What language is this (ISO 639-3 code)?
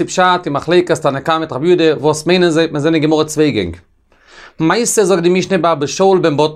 yid